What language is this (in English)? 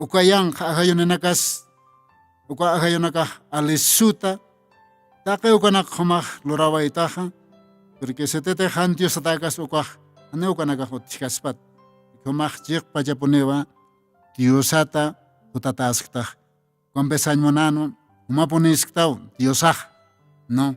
Aymara